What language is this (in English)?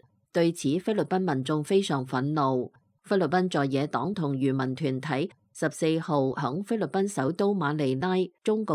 Cantonese